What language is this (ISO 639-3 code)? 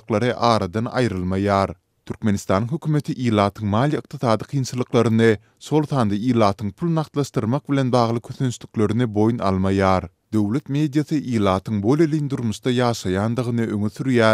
tuk